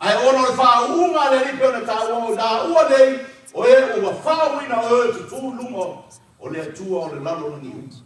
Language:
Samoan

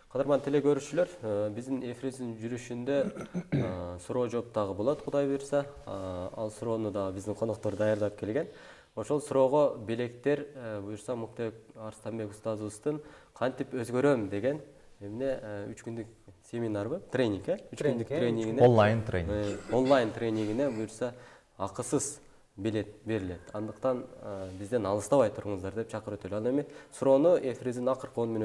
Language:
Kyrgyz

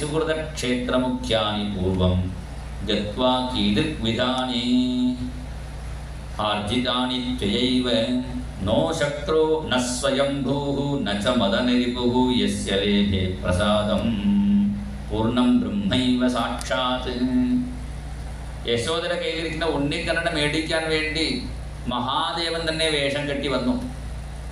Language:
Malayalam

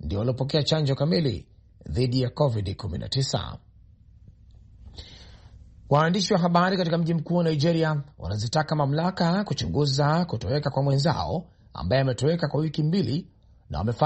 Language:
Swahili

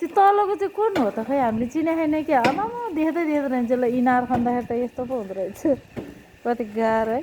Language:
Nepali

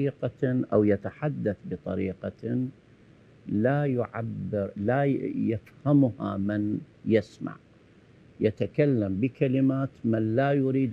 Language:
Arabic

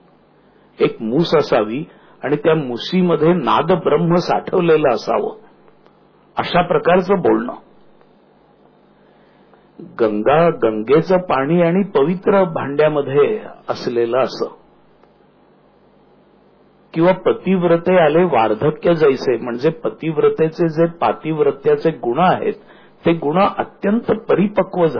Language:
Marathi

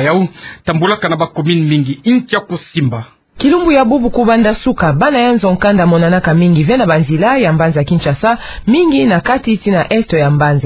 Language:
Kituba (Democratic Republic of Congo)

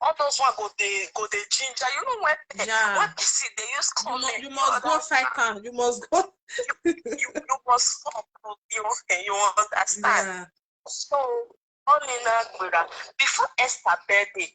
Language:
Nigerian Pidgin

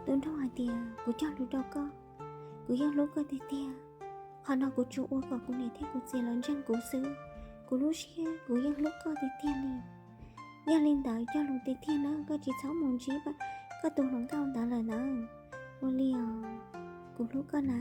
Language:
Hmong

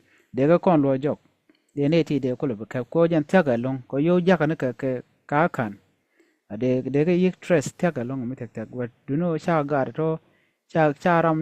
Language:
Nuer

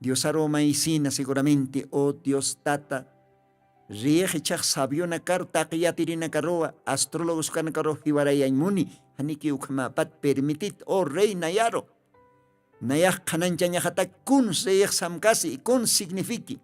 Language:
Aymara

